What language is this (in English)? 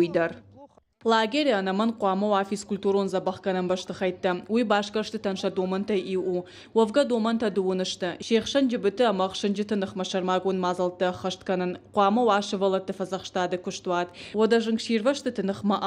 Ossetic